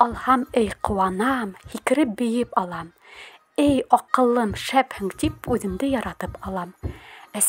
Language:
Bashkir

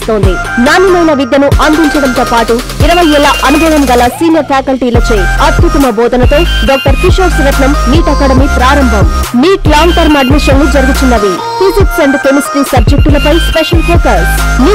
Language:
Telugu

